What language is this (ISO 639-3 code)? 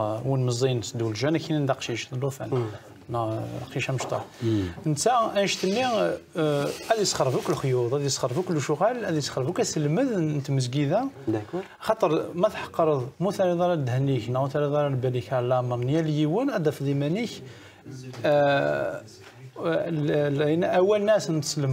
kab